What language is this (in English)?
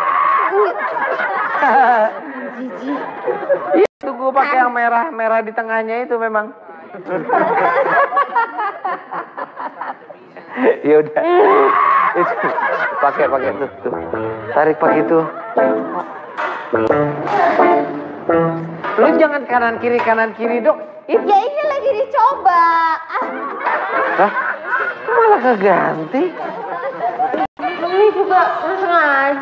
Indonesian